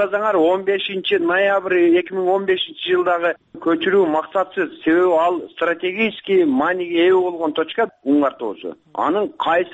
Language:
Kyrgyz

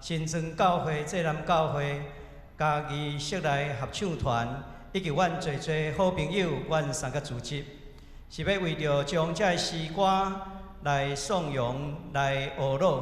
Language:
Min Nan Chinese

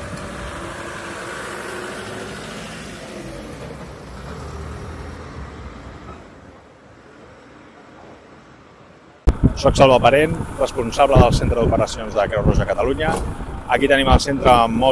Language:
Catalan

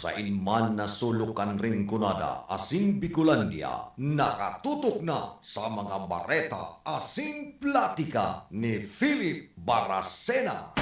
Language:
Bikol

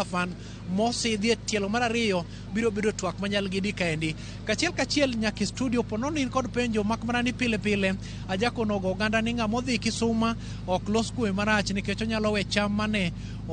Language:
Luo (Kenya and Tanzania)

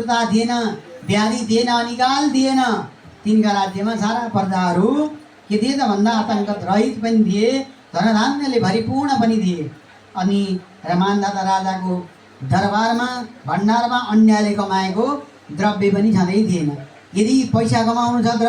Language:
Nepali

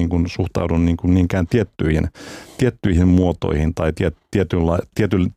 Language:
Finnish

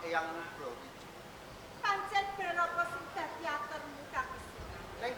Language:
Javanese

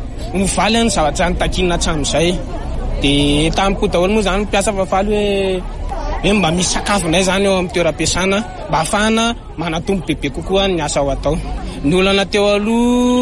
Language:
Malagasy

